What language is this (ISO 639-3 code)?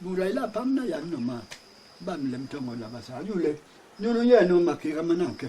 bas